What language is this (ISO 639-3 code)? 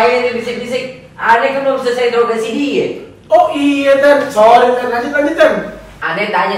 bew